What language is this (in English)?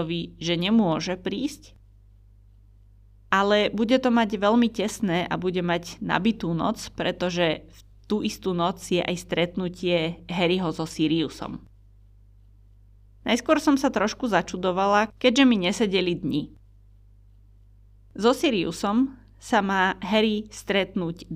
Slovak